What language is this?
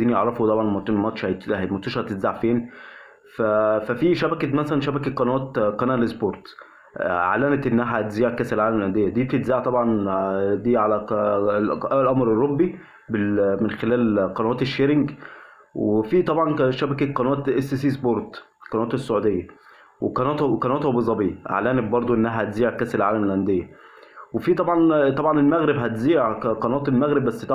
Egyptian Arabic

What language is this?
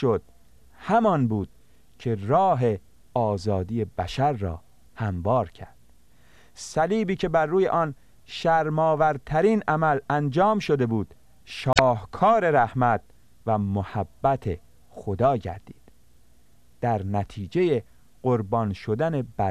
Persian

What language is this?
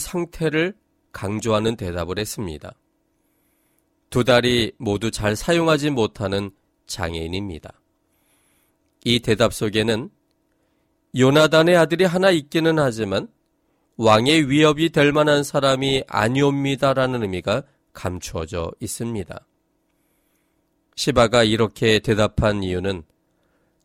Korean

